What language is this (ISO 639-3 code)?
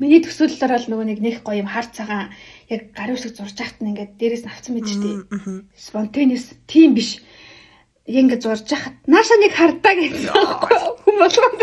mon